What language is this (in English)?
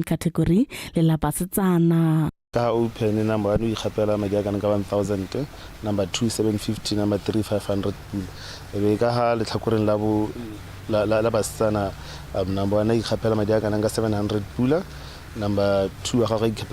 Tswana